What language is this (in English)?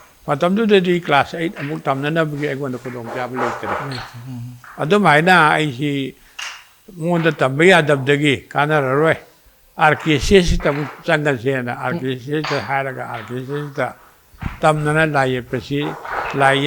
Manipuri